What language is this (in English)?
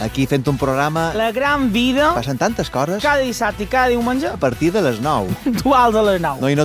Catalan